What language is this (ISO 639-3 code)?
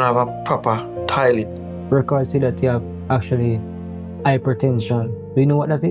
jam